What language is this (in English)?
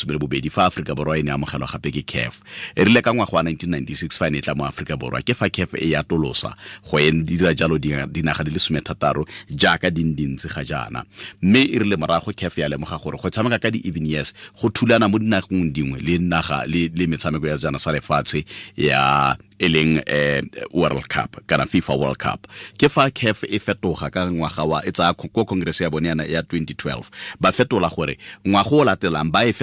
Tswana